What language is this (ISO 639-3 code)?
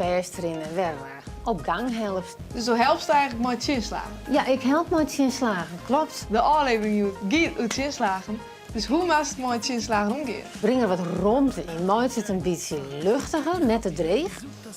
fry